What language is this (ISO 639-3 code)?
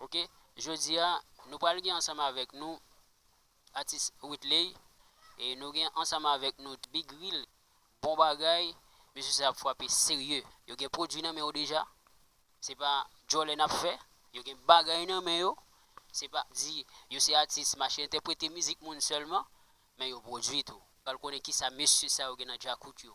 hat